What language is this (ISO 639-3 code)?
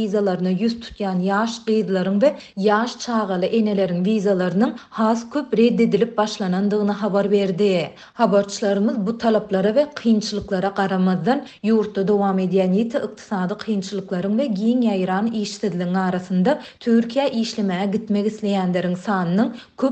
tuk